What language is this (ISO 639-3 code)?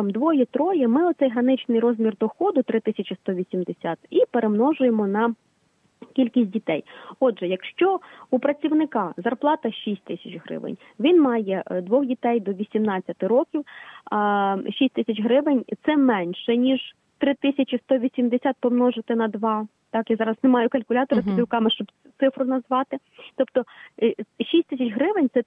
ukr